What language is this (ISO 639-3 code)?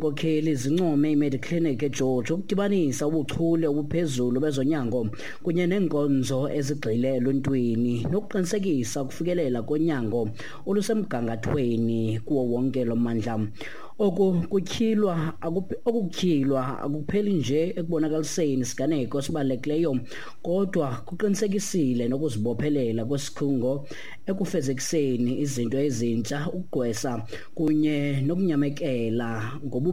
xho